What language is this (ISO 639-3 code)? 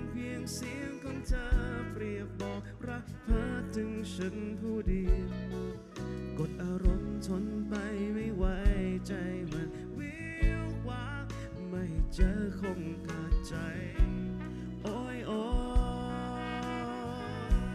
tha